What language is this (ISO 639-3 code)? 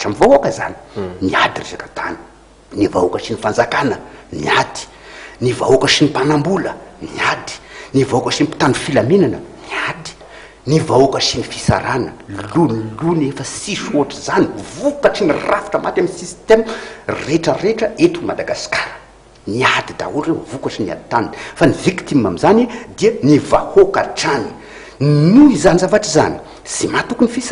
mlg